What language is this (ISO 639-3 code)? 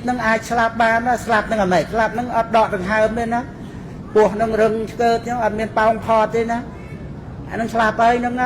khm